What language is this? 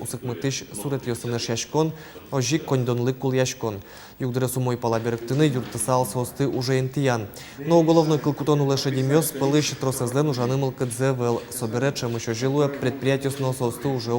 Udmurt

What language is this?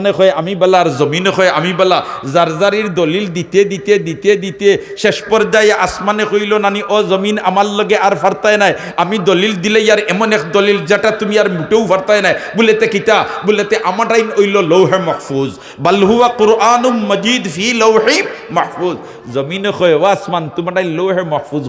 Sylheti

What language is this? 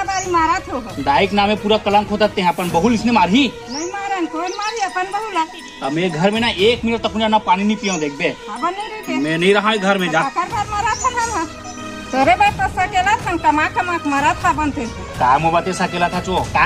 Chhattisgarhi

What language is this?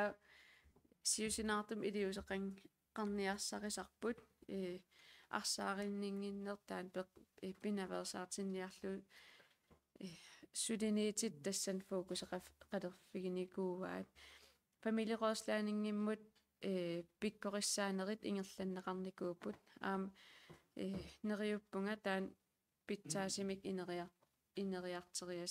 Kalaallisut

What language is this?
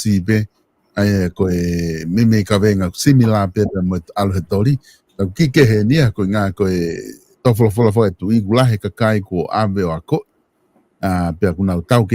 Tongan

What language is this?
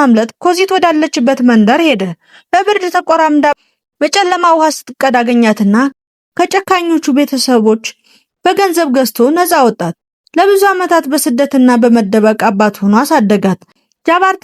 Amharic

